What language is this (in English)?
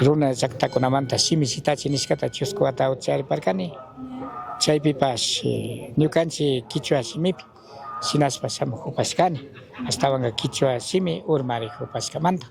Chimborazo Highland Quichua